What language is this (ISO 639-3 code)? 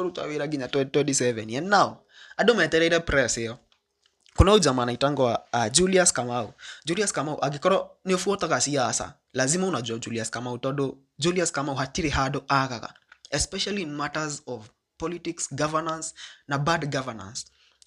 kik